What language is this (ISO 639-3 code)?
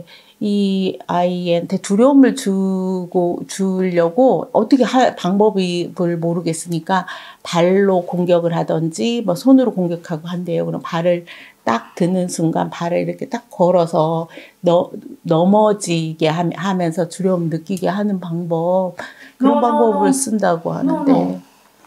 kor